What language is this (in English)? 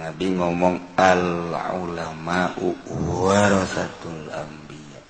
Sundanese